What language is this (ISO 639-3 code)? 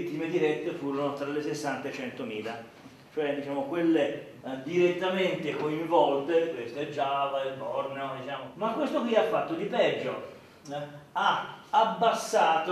ita